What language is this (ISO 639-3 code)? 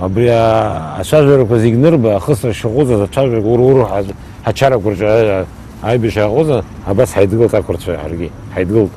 abk